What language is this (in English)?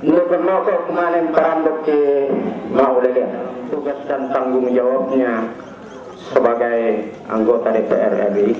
Toraja-Sa'dan